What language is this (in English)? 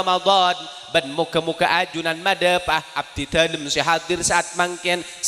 Madurese